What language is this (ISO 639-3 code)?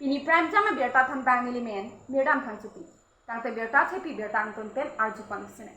mjw